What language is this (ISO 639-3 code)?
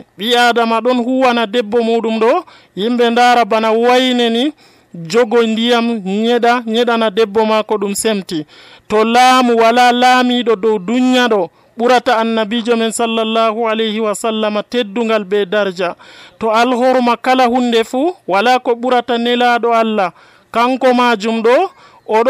fuv